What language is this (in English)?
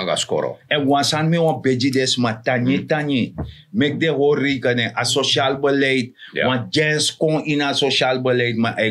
Sranan Tongo